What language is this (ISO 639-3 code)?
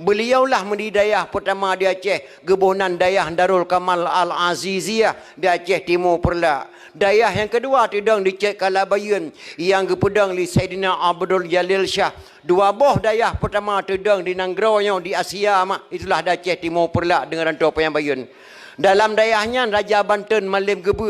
ace